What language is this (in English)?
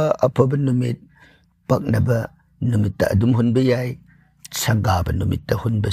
Manipuri